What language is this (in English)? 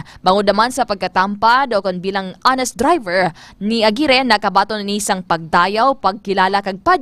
Hiligaynon